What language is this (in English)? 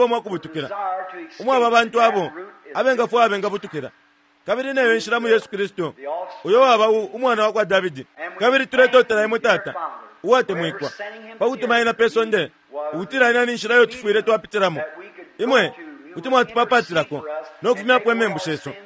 Bemba